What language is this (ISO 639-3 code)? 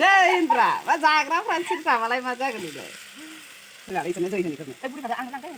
brx